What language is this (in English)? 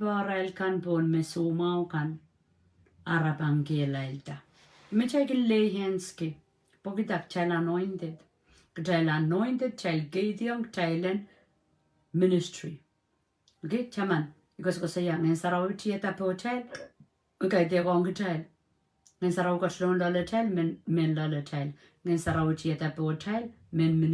Pohnpeian